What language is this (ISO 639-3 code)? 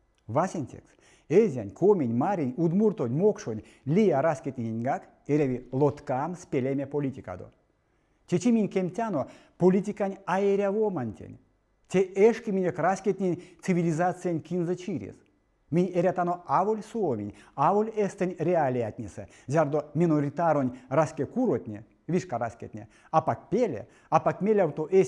myv